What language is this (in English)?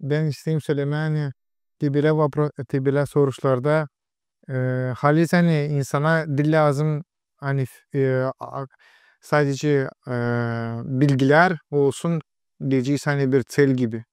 Gagauz